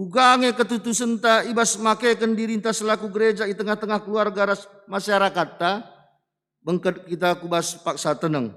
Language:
Batak Karo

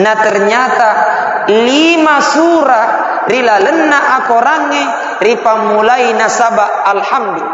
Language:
Buginese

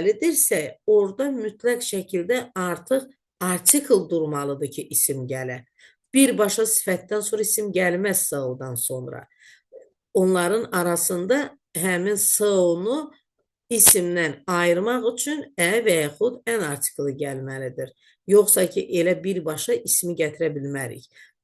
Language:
Azerbaijani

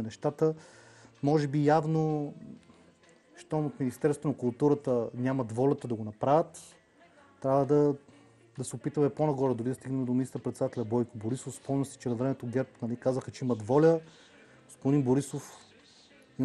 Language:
Bulgarian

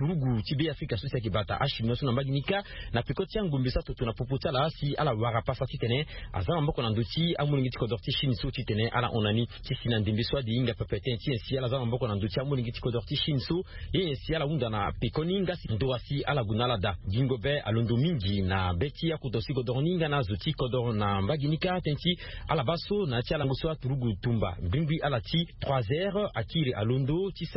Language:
Sango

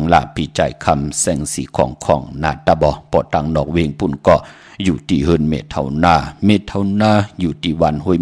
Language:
Shan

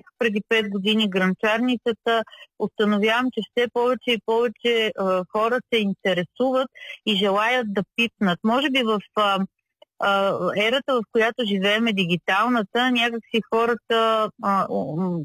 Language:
Bulgarian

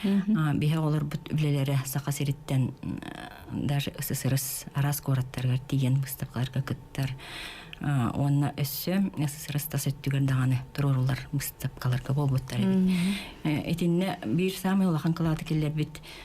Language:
Yakut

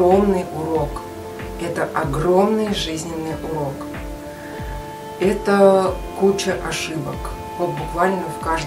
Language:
Russian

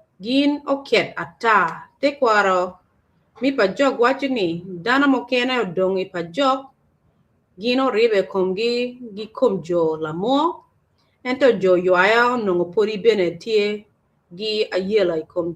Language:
Acoli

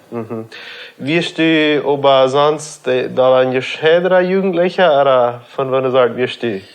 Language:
Plautdietsch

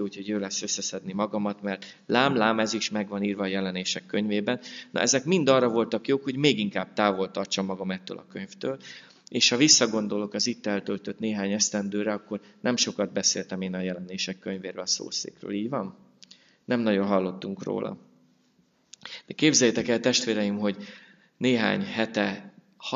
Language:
Hungarian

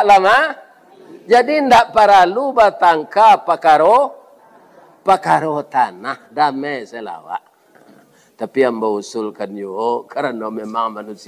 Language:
Minangkabau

